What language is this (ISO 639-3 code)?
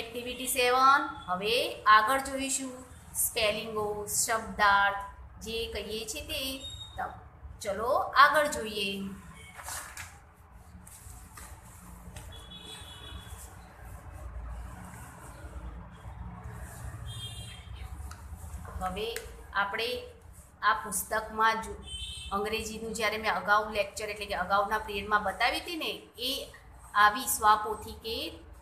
guj